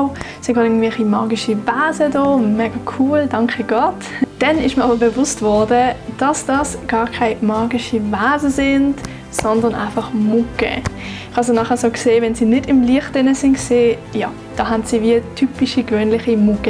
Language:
Swiss German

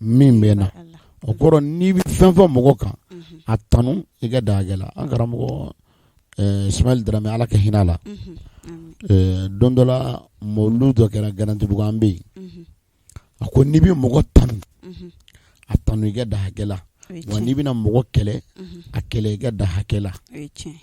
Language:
Bambara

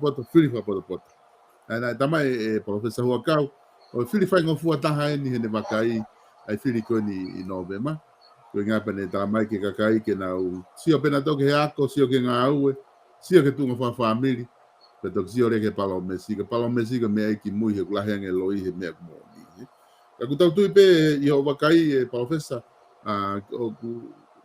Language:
Tongan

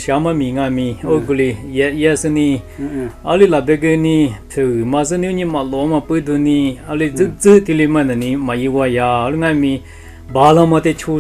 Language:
Lisu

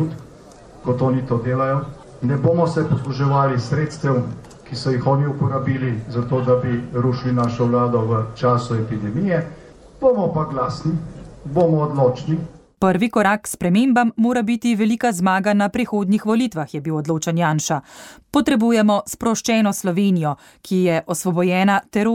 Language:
Slovenian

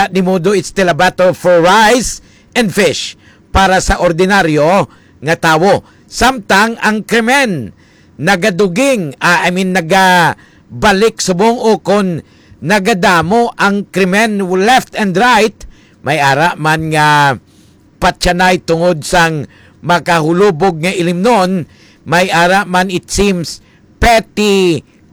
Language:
Hiligaynon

